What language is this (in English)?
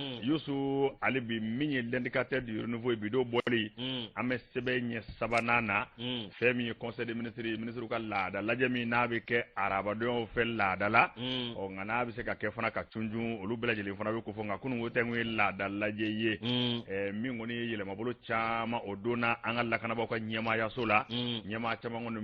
Bambara